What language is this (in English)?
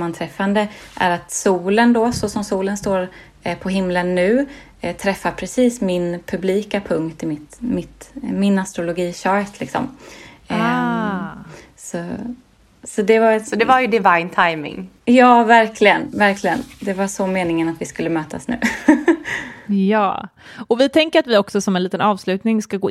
Swedish